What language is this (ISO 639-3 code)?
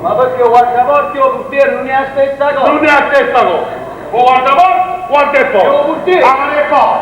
nap